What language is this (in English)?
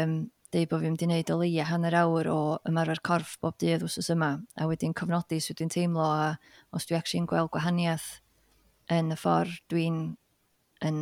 Welsh